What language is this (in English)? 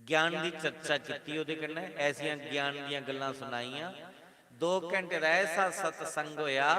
Dogri